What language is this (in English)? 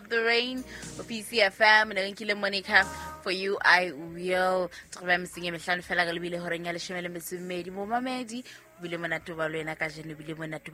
Southern Sotho